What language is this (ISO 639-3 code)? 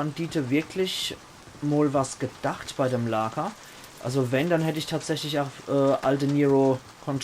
pfl